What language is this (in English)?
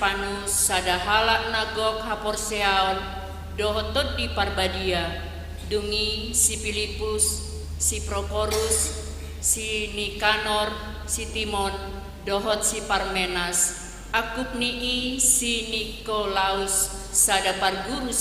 Batak Toba